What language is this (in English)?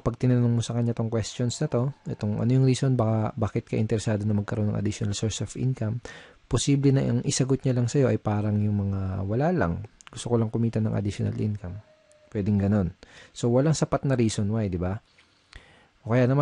Filipino